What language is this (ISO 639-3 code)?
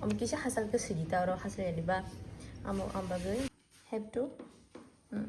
trp